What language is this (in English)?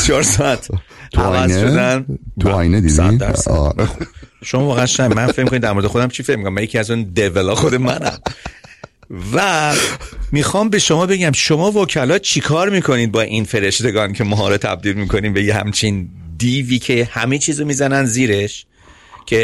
Persian